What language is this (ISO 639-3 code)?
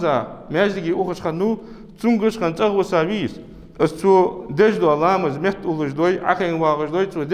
inh